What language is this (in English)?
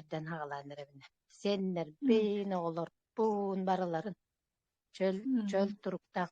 Yakut